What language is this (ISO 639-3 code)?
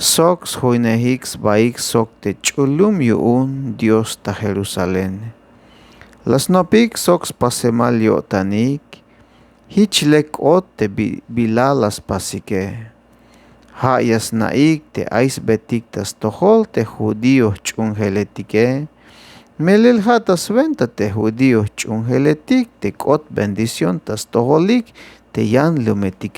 tzh